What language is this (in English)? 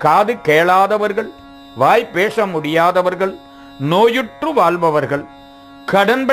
Tamil